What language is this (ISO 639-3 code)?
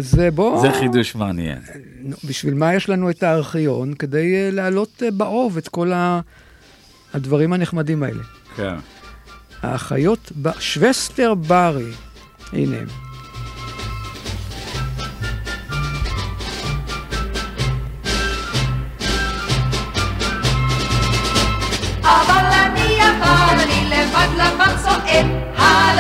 heb